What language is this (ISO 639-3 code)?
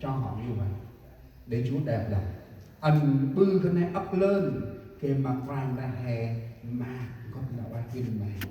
cmo